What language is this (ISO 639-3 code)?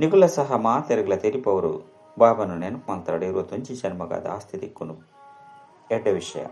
tcy